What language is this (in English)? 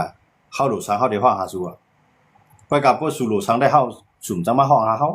Shan